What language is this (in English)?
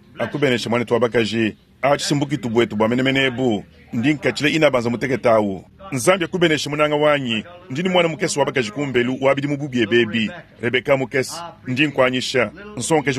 Luba-Lulua